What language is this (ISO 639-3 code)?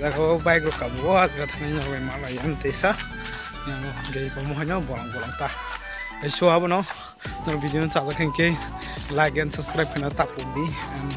trp